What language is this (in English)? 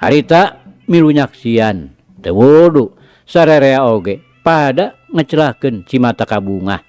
Sundanese